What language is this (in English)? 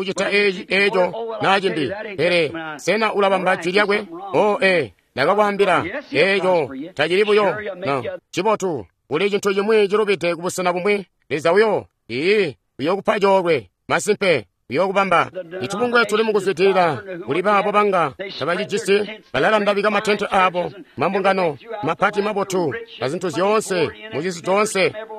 Tonga (Zambia)